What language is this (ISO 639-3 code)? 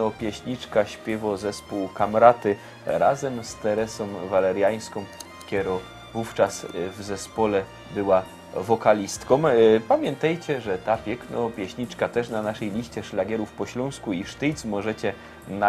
szl